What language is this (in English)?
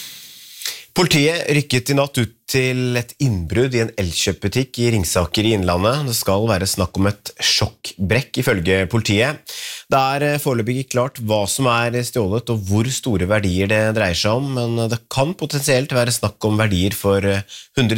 Norwegian